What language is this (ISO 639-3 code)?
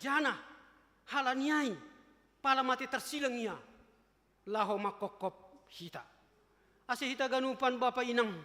bts